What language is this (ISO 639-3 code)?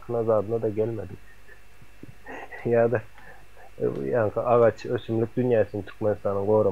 tuk